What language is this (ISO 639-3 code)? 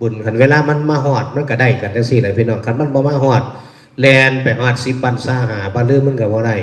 tts